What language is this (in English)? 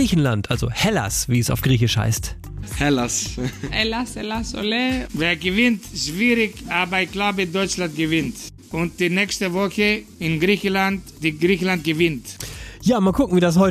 German